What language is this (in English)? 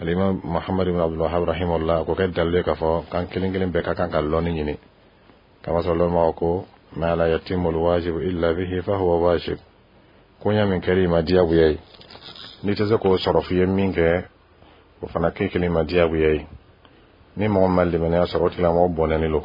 Dyula